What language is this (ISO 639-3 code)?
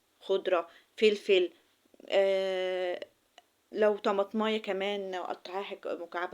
arz